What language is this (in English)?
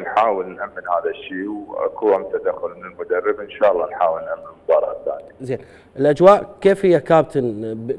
Mesopotamian Arabic